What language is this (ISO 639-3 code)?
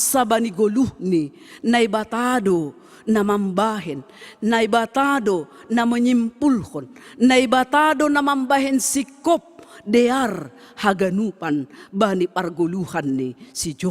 bts